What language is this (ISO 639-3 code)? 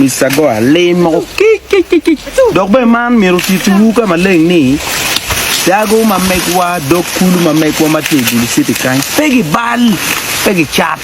ach